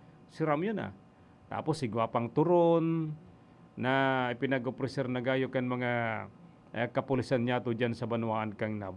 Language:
Bikol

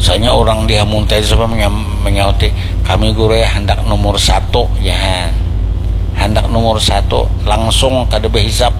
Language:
Banjar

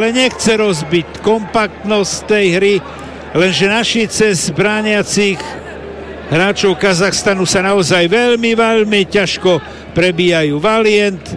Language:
Slovak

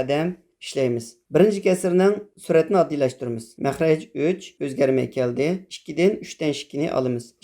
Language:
Uyghur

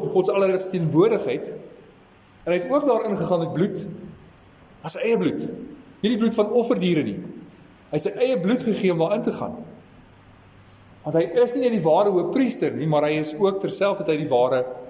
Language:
Afrikaans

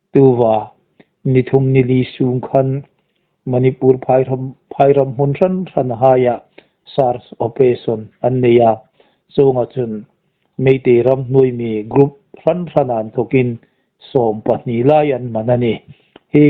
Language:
Hmar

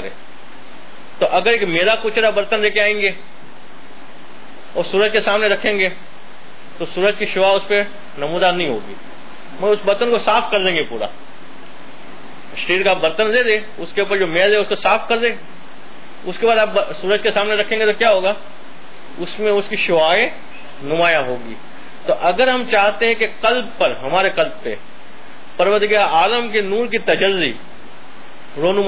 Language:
Urdu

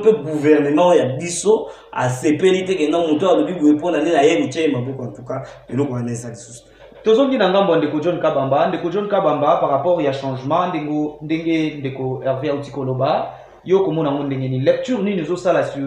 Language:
Lingala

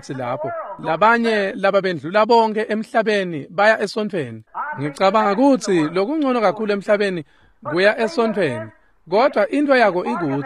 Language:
Swati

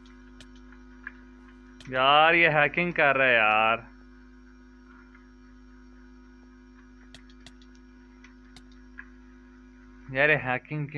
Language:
Hindi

